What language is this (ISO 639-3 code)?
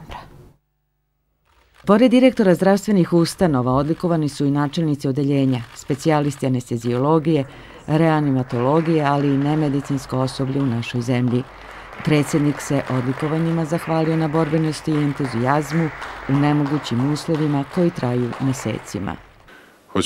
srp